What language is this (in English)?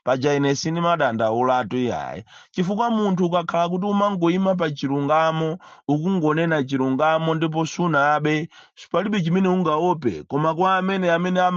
Nyanja